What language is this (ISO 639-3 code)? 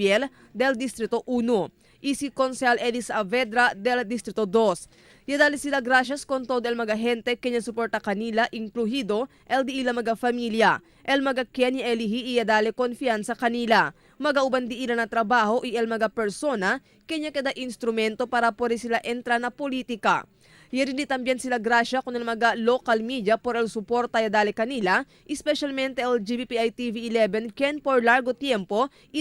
cbk